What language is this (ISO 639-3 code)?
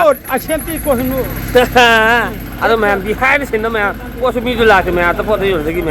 mni